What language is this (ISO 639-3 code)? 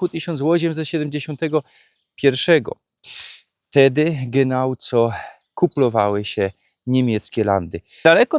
szl